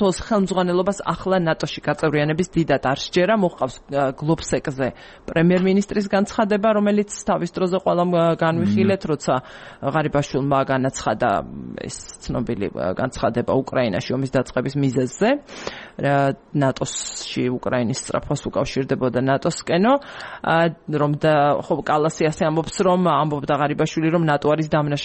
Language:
Georgian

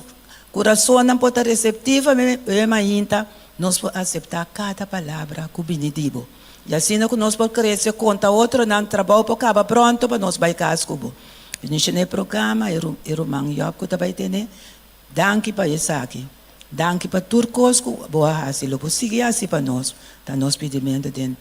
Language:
Papiamento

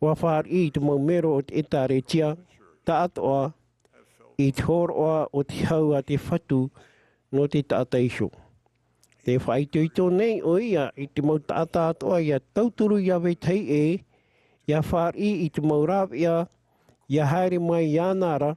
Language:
Tahitian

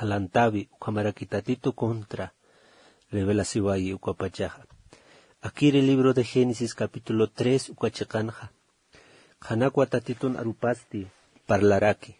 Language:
Aymara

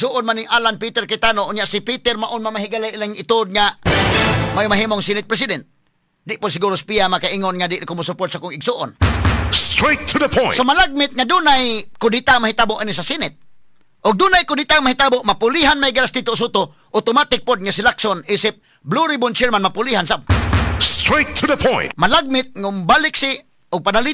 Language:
Cebuano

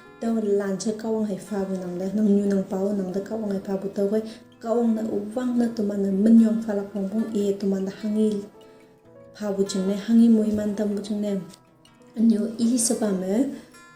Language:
Konyak Naga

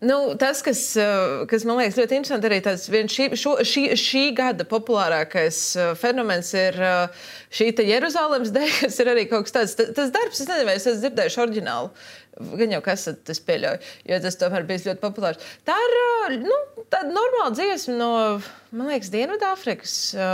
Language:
Latvian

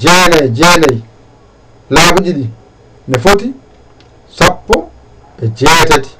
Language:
Fula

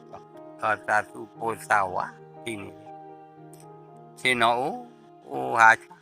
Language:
S'gaw Karen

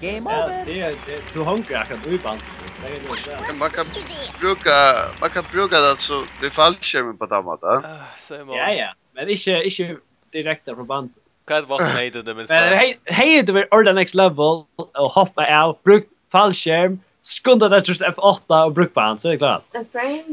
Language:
Faroese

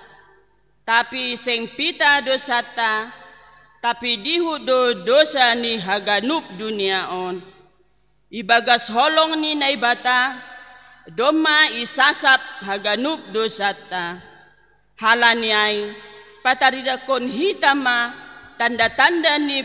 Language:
Batak Simalungun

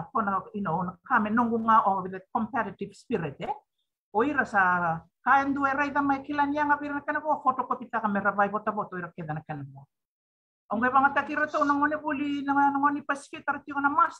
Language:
Fijian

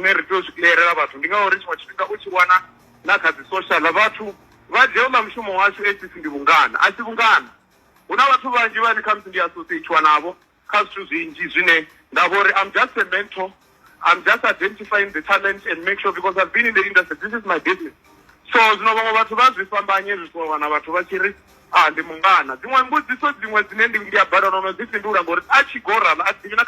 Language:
Venda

